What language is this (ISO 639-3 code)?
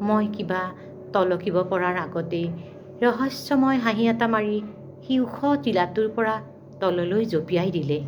asm